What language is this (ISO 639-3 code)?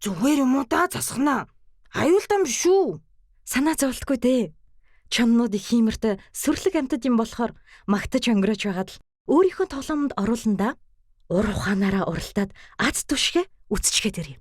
mon